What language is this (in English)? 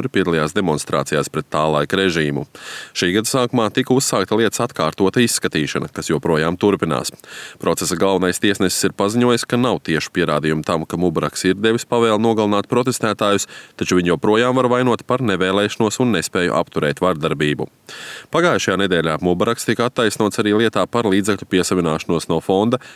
Latvian